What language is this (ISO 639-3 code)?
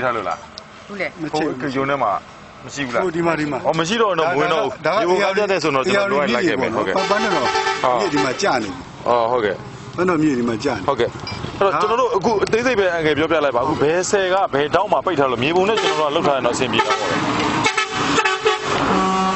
mya